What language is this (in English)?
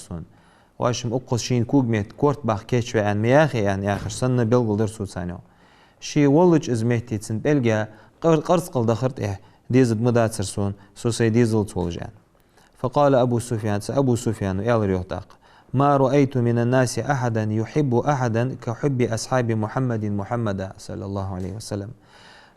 Ingush